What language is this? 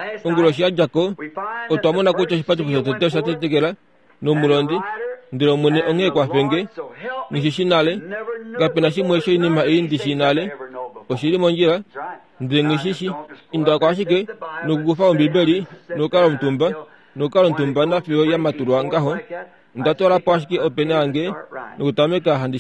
Kuanyama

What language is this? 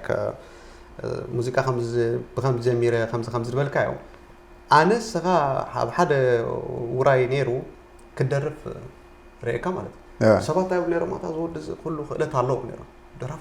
Tigrinya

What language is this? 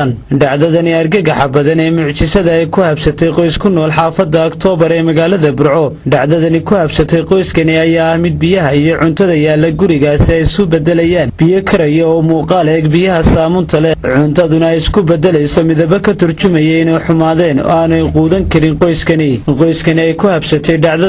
Somali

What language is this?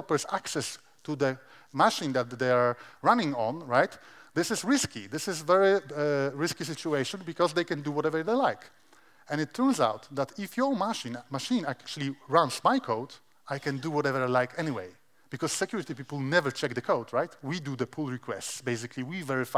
English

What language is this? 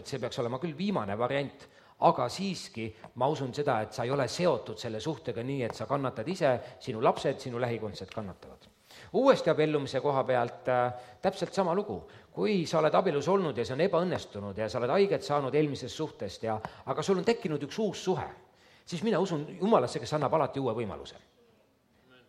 Estonian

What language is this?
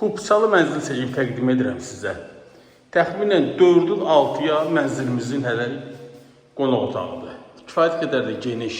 Azerbaijani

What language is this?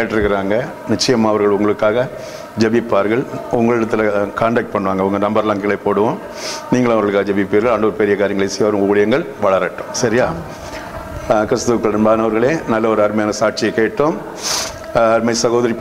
Tamil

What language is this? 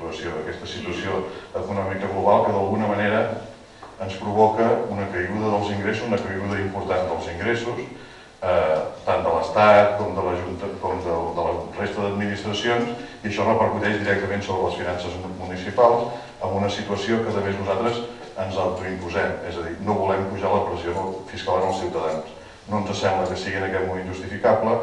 Catalan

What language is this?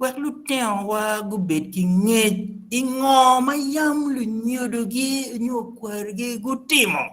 Acoli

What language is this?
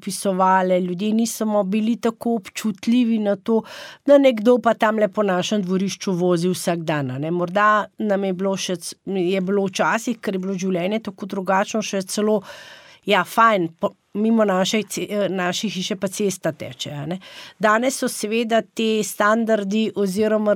Slovenian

